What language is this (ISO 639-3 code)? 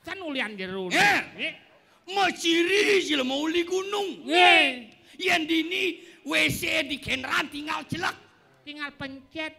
ban